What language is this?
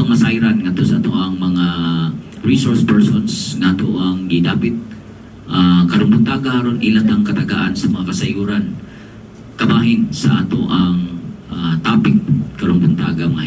Cebuano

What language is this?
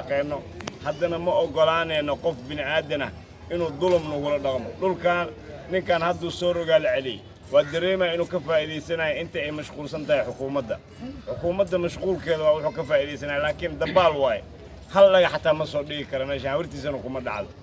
Somali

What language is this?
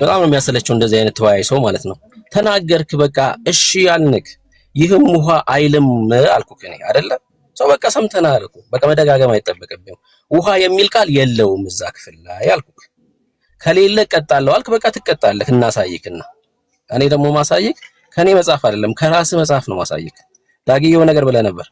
Amharic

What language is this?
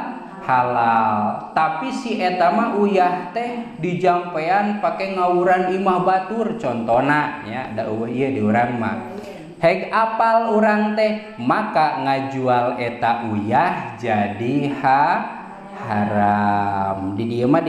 Sundanese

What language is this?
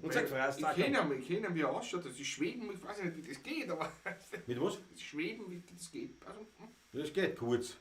Bavarian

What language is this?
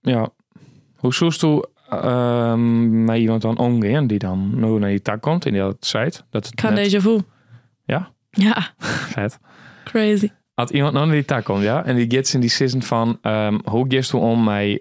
Western Frisian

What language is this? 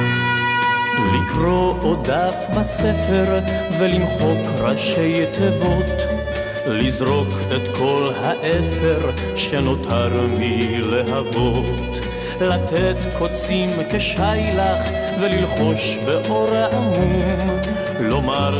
Hebrew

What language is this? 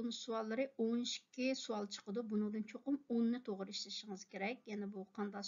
Uyghur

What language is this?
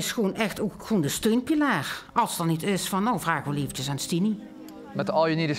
Limburgish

